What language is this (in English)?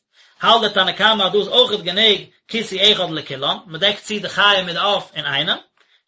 Yiddish